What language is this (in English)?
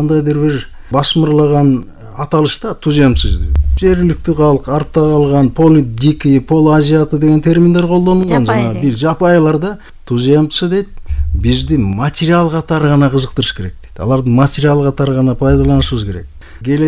Kyrgyz